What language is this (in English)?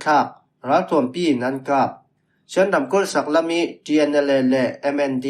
Falam Chin